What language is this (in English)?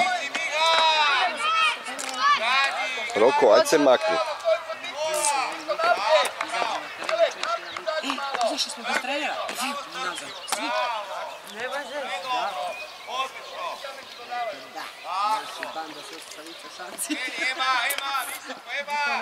Croatian